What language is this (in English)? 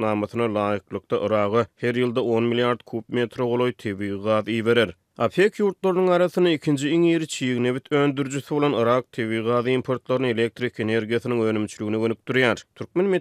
Turkmen